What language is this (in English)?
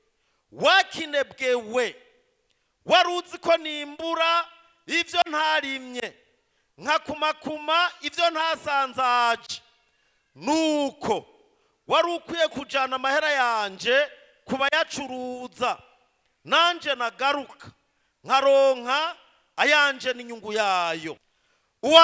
Rundi